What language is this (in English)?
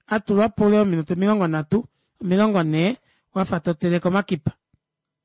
Swahili